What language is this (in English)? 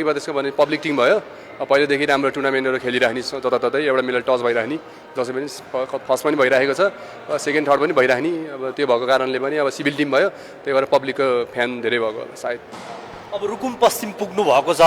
Nepali